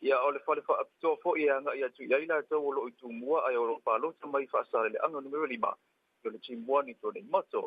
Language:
Samoan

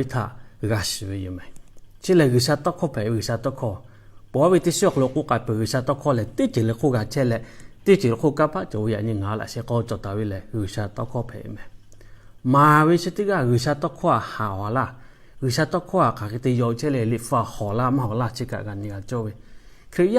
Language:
Lahu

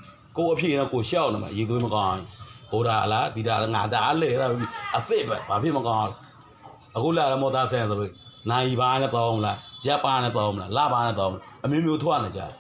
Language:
Burmese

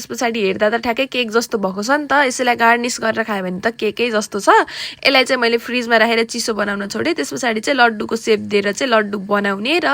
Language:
Nepali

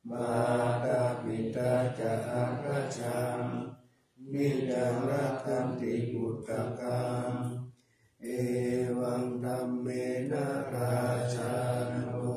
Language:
Pali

